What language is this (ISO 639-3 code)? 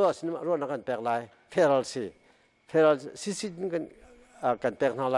cnh